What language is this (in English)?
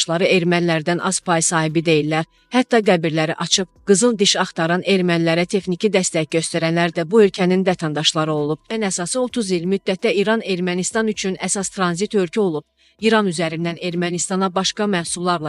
Azerbaijani